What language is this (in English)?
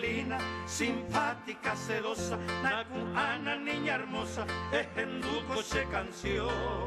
Guarani